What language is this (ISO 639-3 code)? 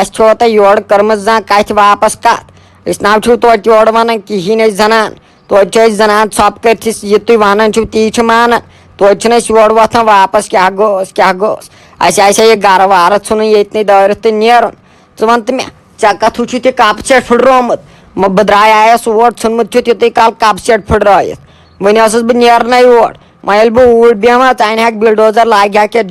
kas